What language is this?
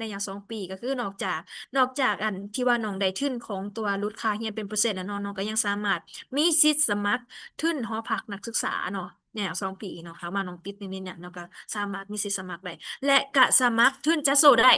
Lao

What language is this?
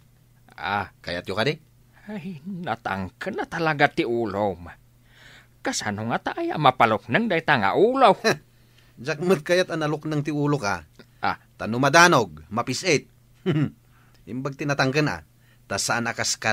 Iloko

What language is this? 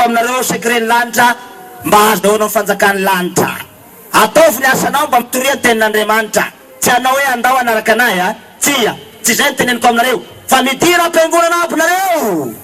Malagasy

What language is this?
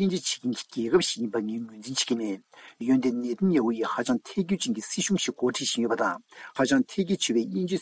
Tibetan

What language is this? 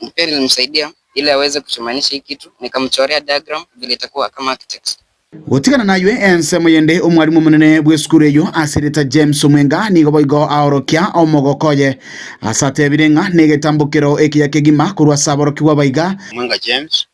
Gusii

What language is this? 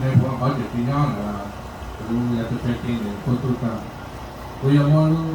Hmong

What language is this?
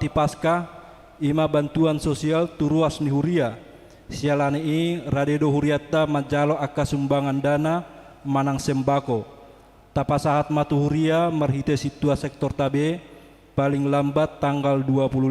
Batak Toba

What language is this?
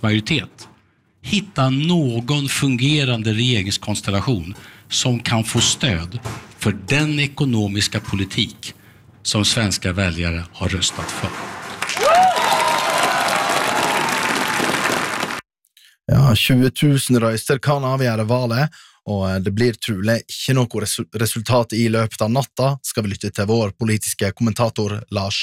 Norwegian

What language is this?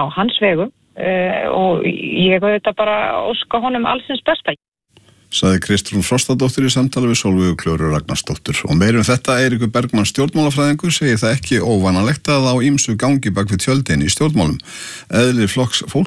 Icelandic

